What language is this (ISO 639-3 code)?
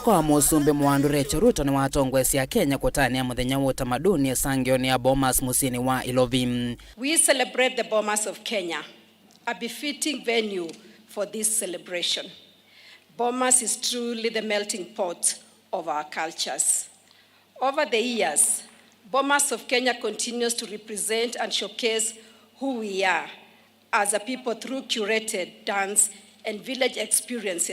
kam